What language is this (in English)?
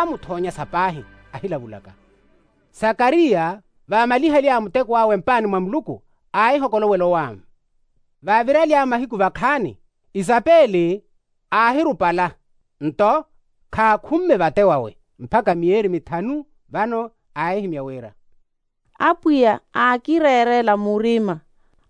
Makhuwa